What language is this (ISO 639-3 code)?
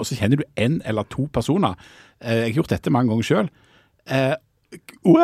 nor